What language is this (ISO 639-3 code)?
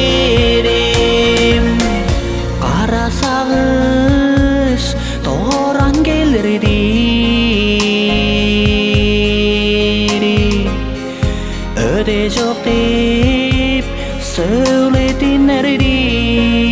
kaz